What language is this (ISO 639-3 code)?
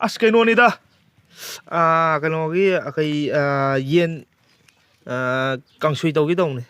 mni